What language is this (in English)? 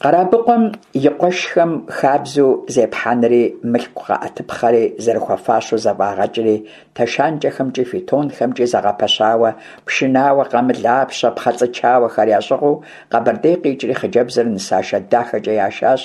Kabardian